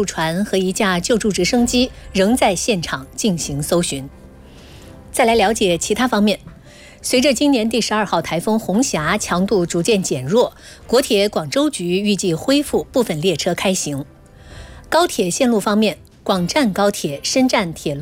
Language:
Chinese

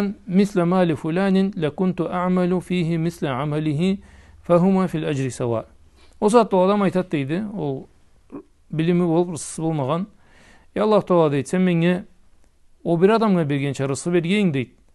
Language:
Karachay-Balkar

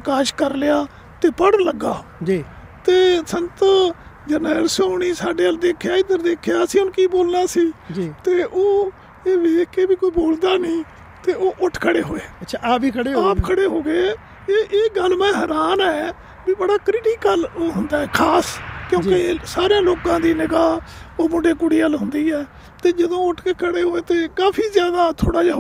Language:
Punjabi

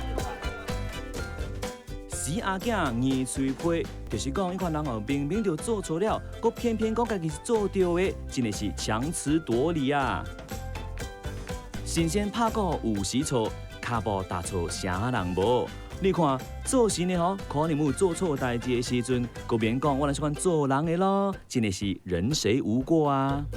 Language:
Min Nan Chinese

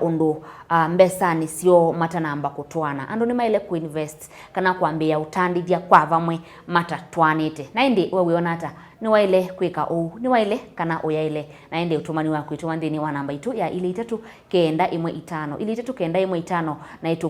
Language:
Kamba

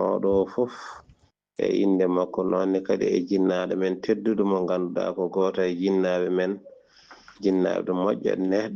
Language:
Fula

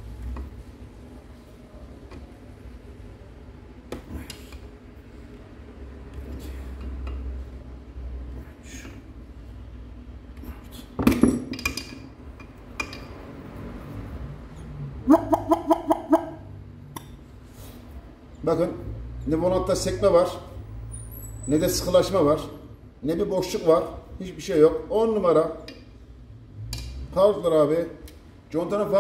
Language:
Turkish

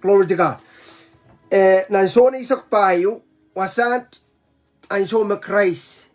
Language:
Pohnpeian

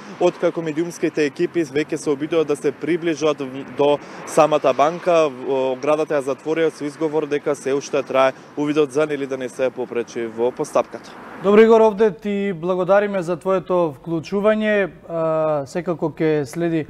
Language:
Macedonian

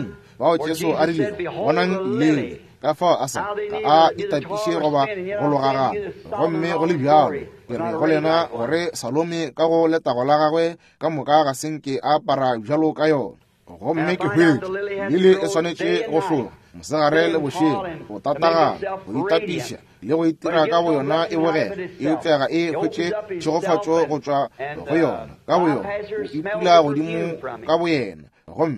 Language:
Northern Sotho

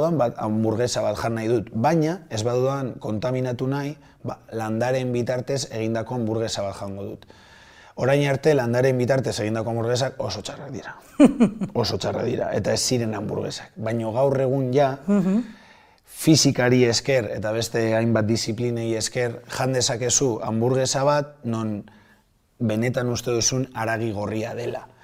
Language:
Basque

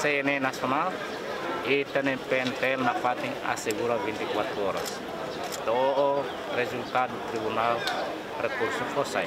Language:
Tetum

